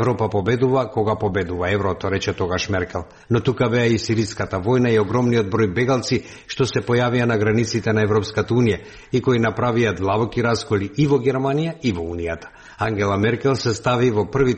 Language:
Macedonian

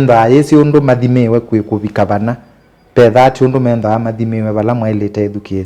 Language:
Kamba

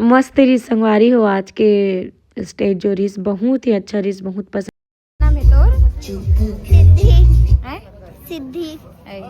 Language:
Chhattisgarhi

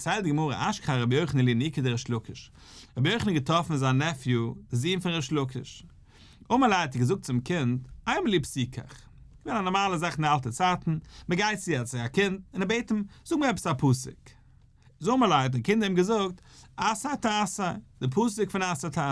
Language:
Yiddish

